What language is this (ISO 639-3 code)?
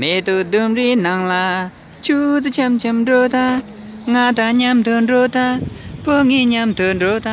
bod